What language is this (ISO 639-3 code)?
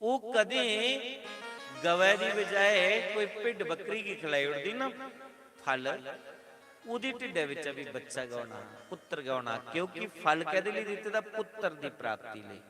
doi